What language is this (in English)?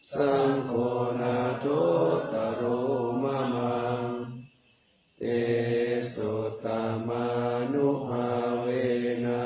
Pali